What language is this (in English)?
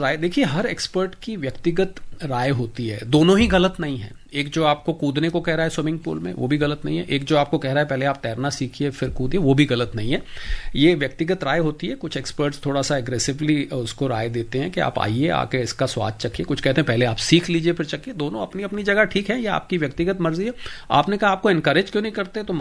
Hindi